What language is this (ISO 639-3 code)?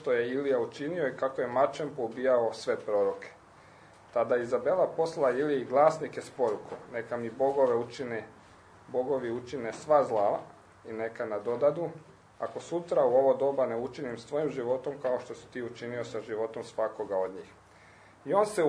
hrv